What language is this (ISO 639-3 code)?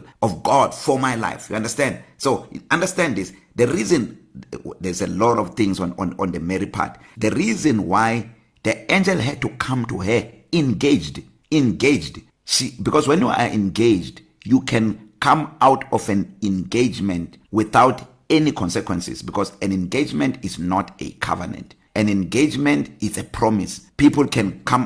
eng